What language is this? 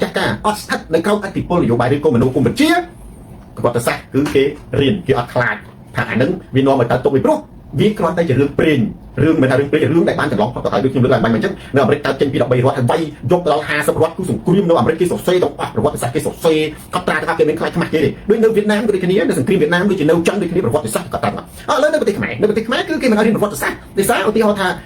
Khmer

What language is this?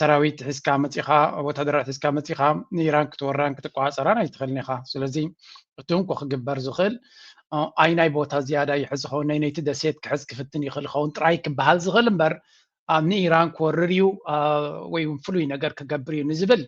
Tigrinya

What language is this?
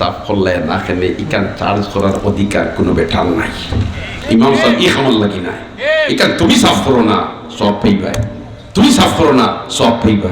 Sylheti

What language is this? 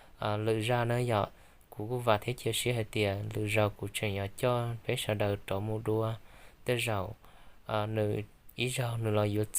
Hmong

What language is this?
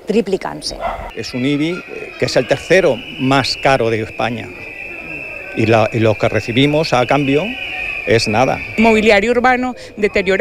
Catalan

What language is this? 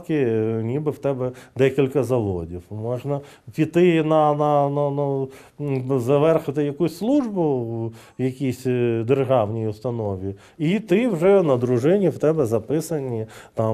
Ukrainian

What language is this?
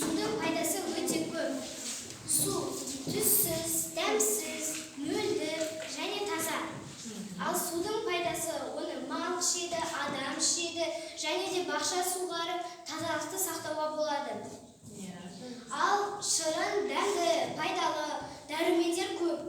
Kazakh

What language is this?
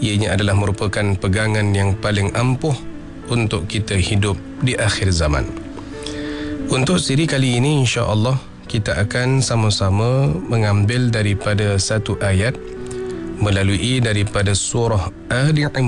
Malay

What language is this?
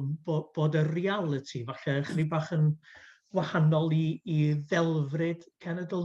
Welsh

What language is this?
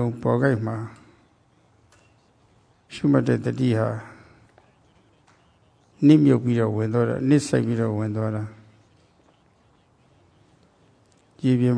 Burmese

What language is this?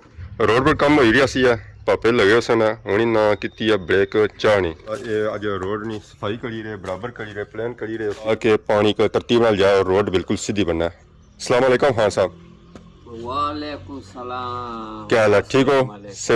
Pahari-Potwari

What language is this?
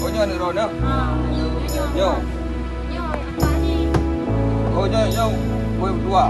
Achinese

